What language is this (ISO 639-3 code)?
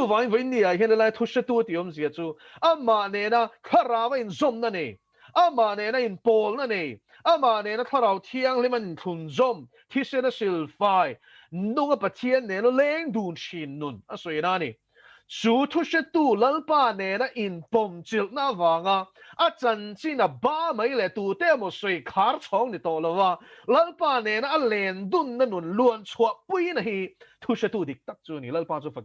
lus